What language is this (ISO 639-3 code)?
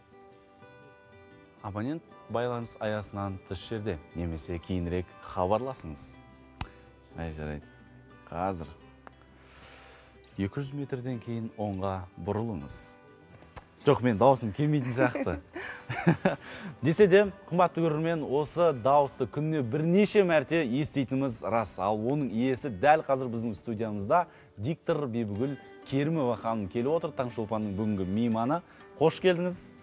kaz